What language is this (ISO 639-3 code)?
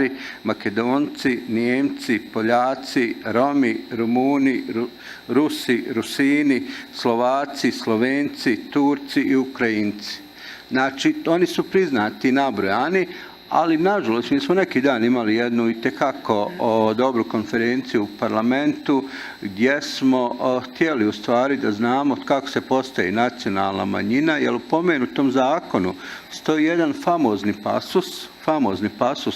bos